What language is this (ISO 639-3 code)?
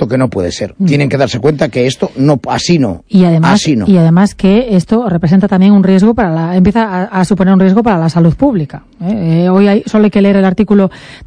spa